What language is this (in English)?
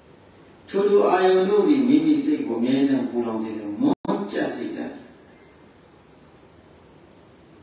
Burmese